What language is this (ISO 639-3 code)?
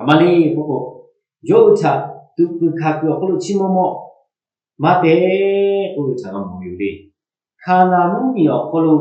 lhu